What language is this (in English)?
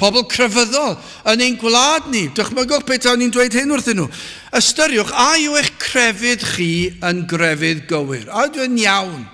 Welsh